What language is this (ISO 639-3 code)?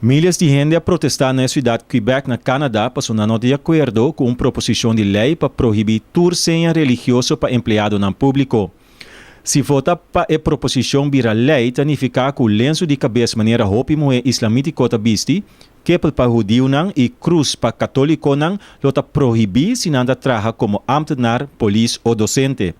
pap